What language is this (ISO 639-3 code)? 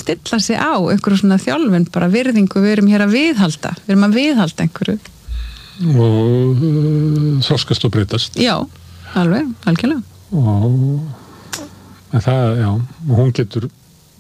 isl